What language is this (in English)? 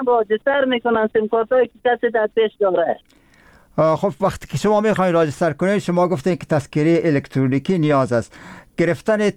Persian